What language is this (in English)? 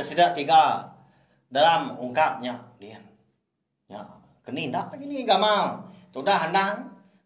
Iban